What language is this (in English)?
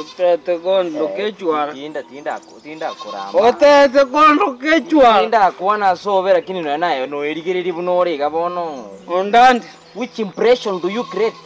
Gusii